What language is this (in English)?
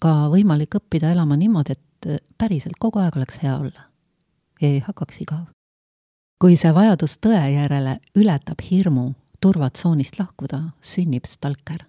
Estonian